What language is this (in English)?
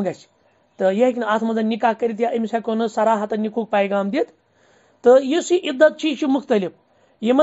Kashmiri